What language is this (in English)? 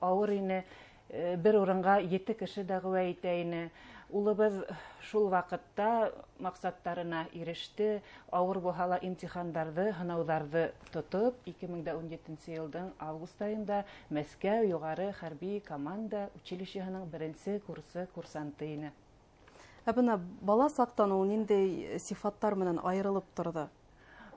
Bashkir